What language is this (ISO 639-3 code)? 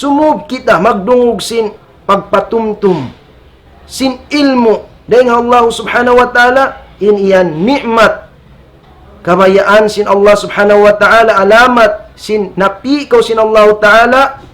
tsg